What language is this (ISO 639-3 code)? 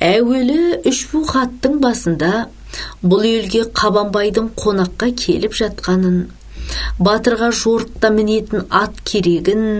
kaz